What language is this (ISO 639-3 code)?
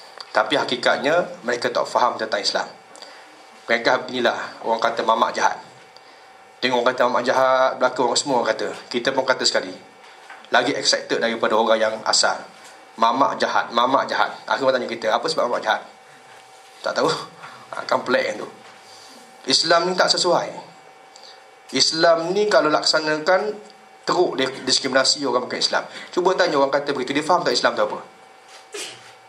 msa